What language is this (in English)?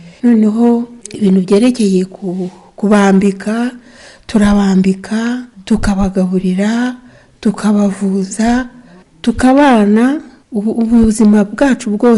Kinyarwanda